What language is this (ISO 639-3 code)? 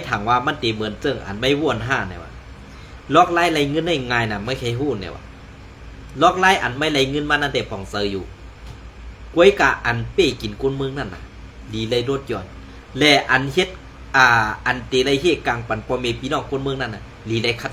shn